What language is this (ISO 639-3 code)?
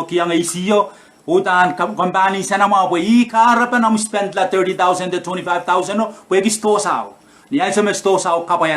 pon